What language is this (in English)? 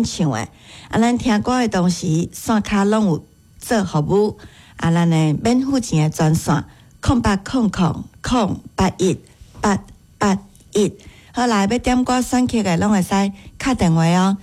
Min Nan Chinese